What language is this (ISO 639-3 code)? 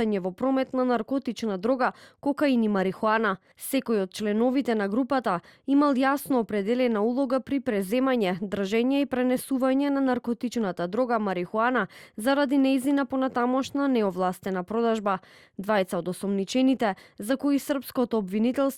mkd